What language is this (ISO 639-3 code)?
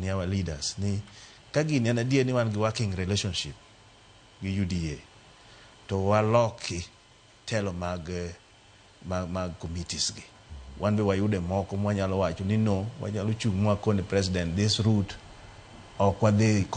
luo